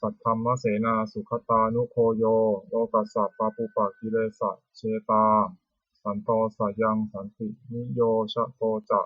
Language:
Pali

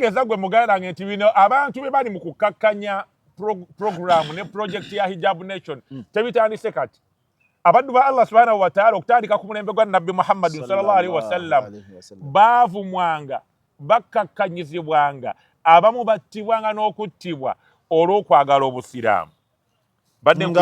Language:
Ganda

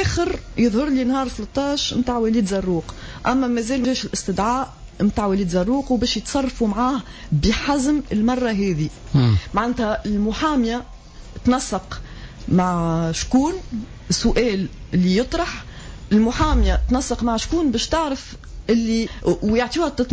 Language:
Tunisian Arabic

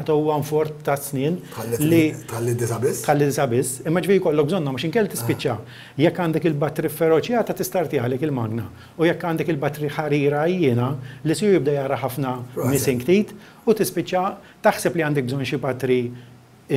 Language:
Maltese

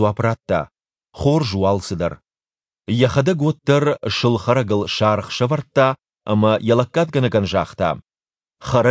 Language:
Ossetic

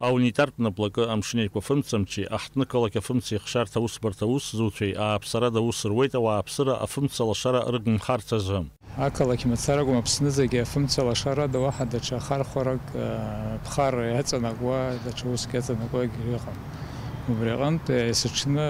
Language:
Abkhazian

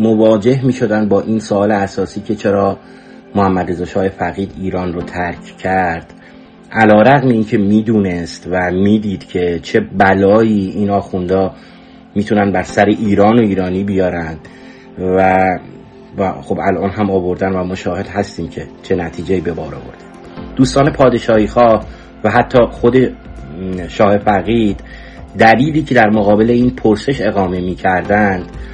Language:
Persian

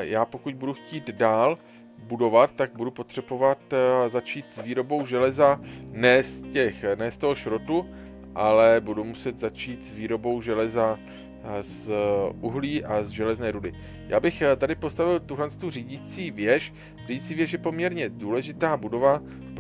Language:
Czech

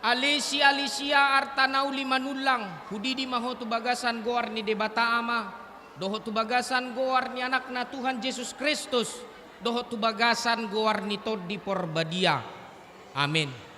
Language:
Batak Toba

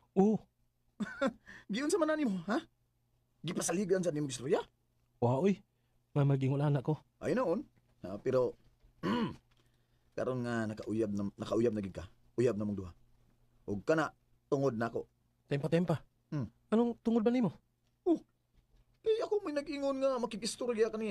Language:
Cebuano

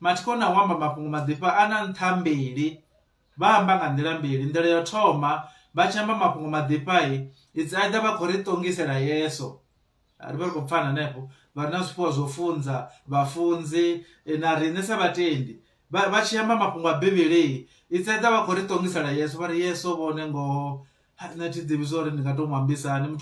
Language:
Venda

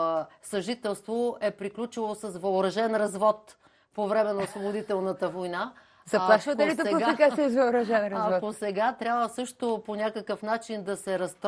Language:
Bulgarian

